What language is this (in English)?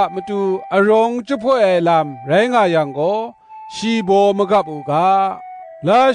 Kachin